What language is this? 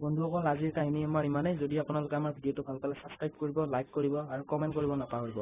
Assamese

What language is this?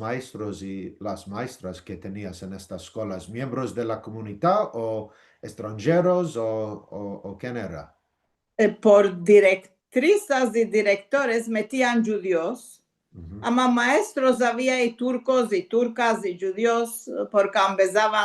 Ladino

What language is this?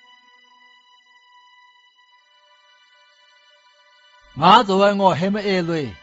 Zaiwa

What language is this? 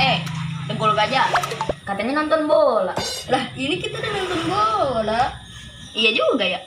Betawi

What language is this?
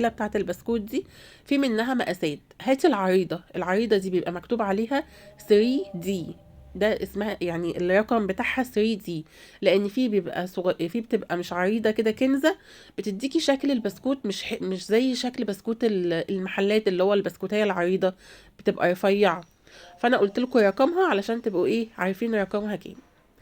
Egyptian Arabic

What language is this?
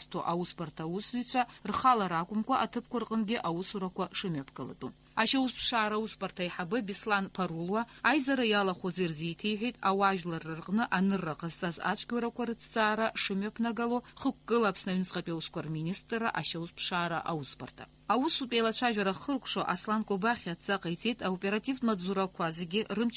Abkhazian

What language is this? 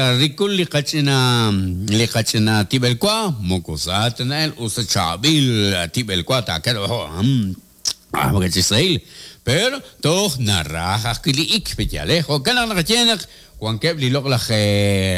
Kekchí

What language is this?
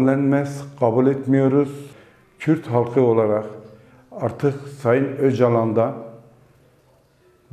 Turkish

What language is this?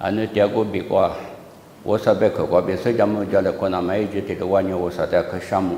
Lisu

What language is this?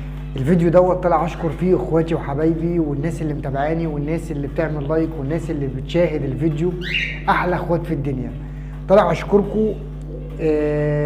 Egyptian Arabic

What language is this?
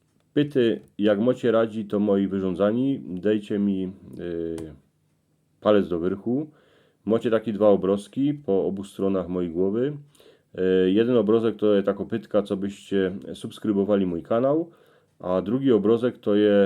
Silesian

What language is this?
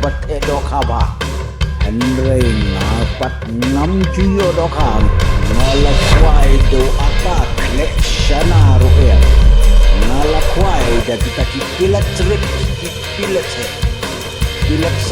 Khasi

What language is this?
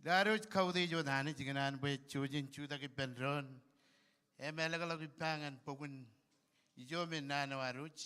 Marshallese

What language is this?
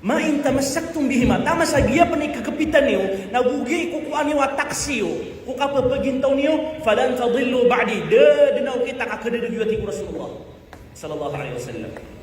Maranao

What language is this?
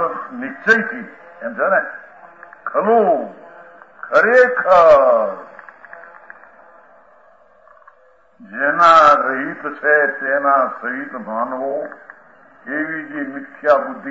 Gujarati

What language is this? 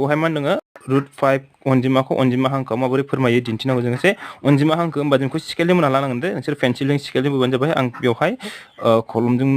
Bodo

